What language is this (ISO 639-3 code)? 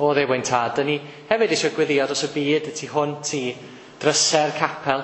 cym